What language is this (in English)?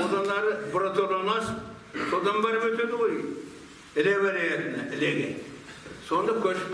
Kazakh